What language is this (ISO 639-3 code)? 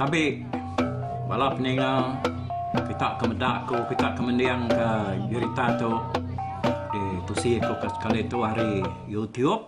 iba